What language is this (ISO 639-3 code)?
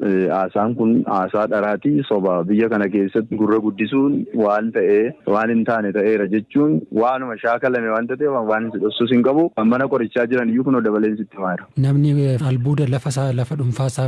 orm